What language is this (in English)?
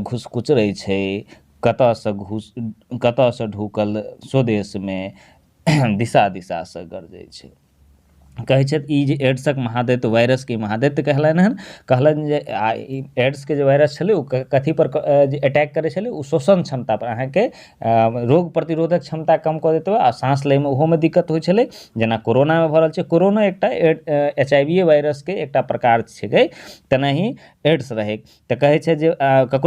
Maithili